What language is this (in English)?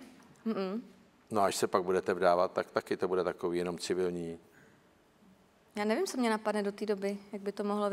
Czech